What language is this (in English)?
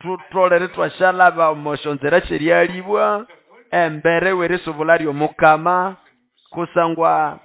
Nande